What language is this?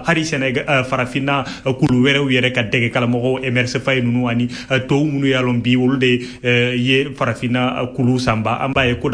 Bambara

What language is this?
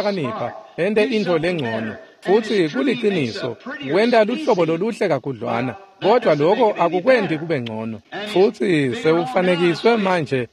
Swati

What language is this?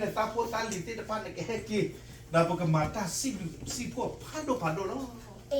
S'gaw Karen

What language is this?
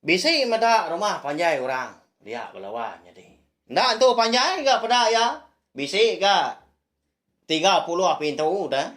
Iban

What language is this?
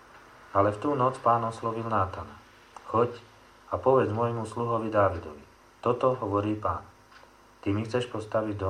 Slovak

